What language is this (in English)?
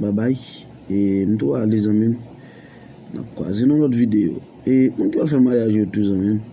Haitian Creole